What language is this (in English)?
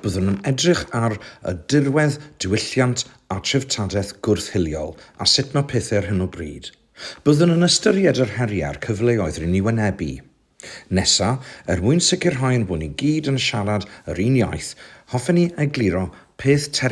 Welsh